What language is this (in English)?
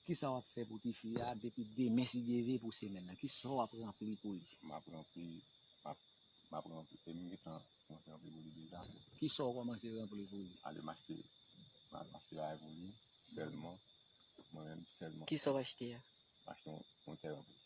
Haitian Creole